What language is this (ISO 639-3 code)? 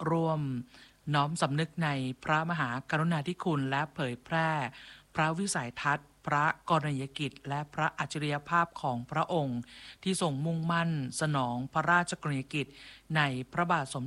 tha